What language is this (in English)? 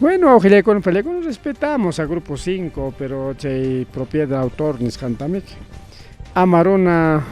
Ayacucho Quechua